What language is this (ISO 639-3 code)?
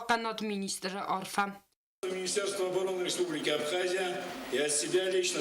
oss